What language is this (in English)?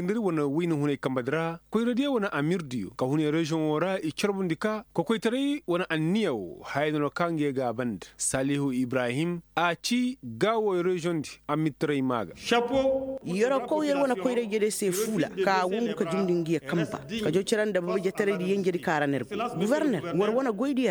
Koyraboro Senni